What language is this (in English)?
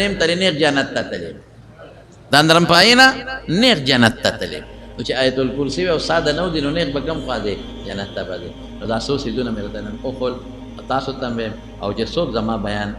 Pashto